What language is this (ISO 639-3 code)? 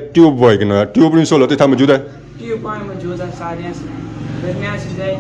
phr